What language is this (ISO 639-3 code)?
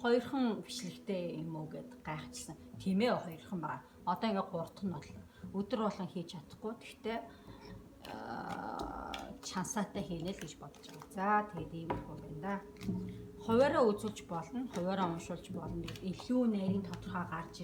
mon